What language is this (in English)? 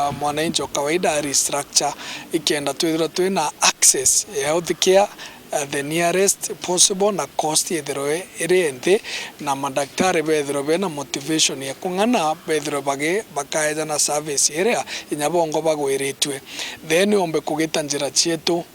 Meru